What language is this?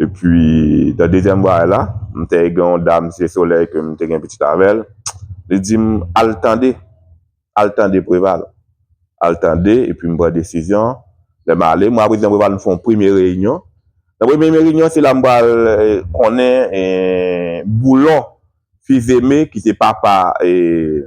Haitian Creole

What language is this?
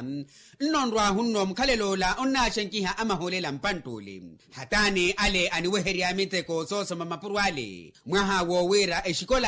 Makhuwa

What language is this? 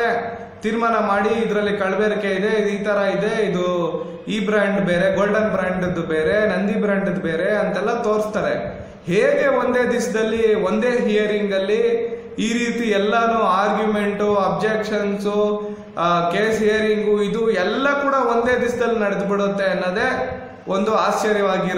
Kannada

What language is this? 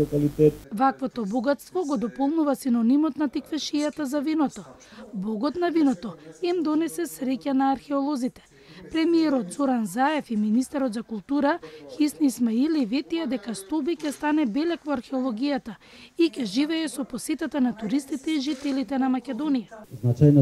Macedonian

